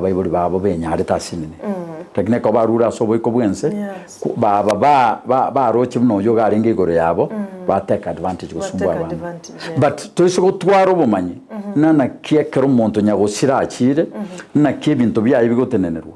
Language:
Gusii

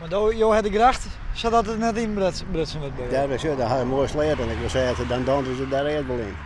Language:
Western Frisian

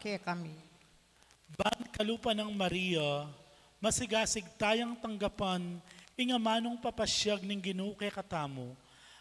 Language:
Pampanga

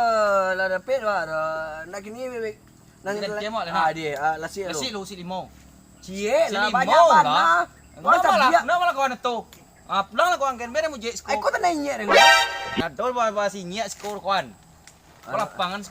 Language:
Minangkabau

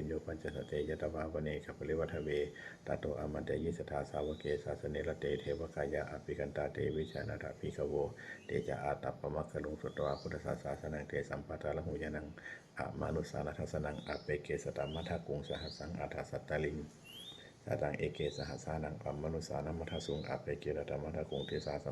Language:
Pali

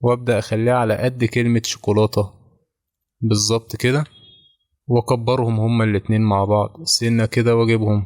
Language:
Egyptian Arabic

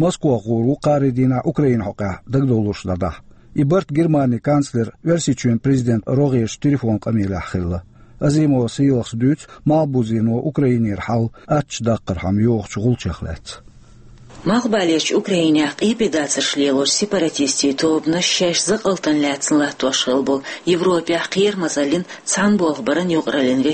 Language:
Chechen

